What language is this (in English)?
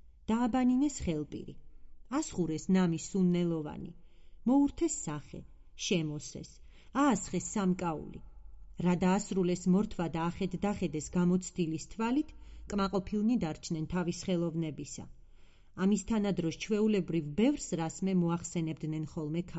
Georgian